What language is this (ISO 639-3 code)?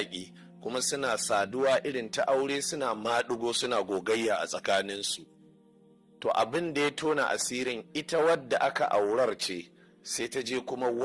hau